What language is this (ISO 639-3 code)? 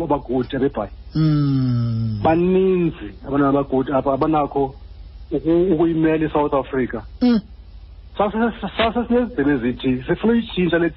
xho